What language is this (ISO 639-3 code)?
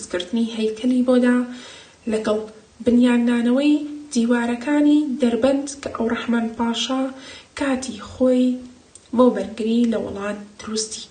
ckb